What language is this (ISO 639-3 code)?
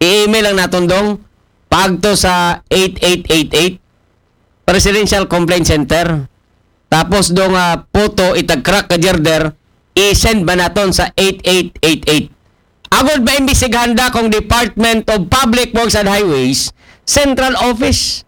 akl